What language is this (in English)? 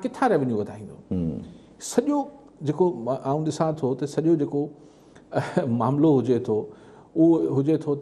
Sindhi